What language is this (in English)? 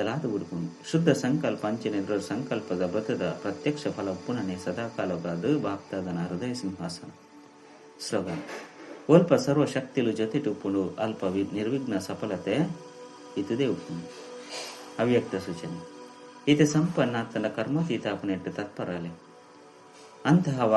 Tulu